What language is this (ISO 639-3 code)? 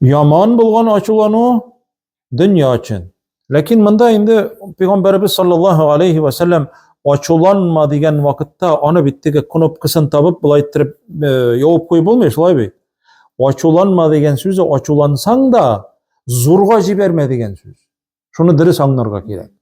tat